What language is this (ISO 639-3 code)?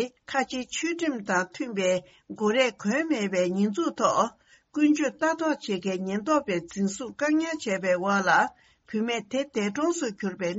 bod